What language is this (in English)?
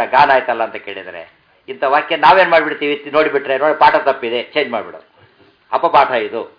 Kannada